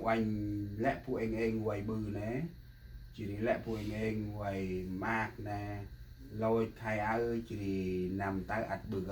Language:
Central Mnong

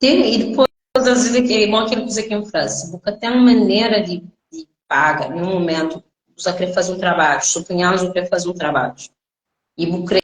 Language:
Kabuverdianu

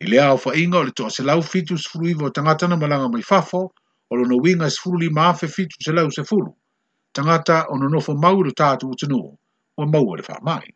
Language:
Samoan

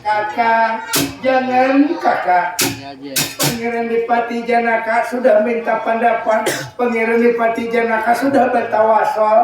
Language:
Banjar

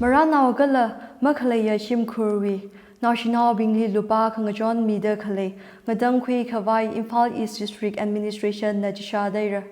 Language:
Tangkhul Naga (India)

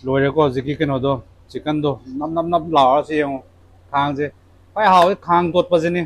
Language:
Manipuri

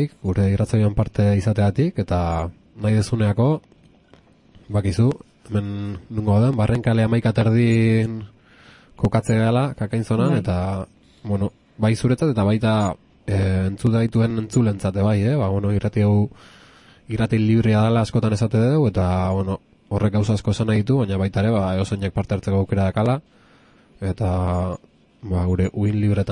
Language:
Basque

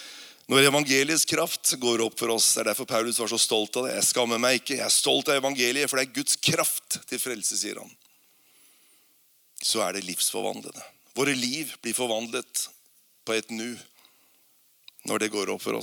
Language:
Norwegian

